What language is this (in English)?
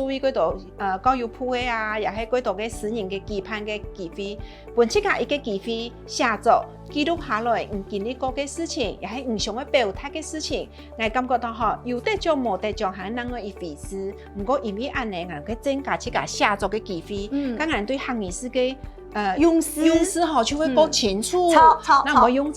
Hakka Chinese